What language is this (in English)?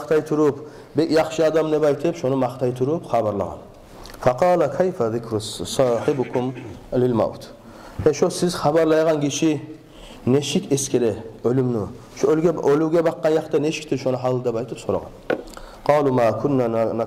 Kumyk